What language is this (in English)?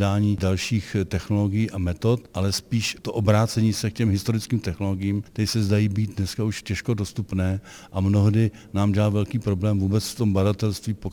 Czech